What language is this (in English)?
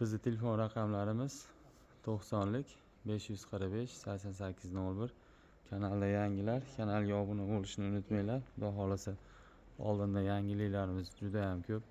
Uzbek